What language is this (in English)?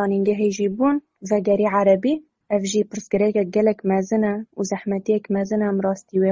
Kurdish